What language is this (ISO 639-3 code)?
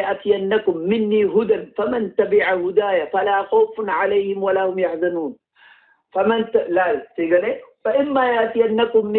orm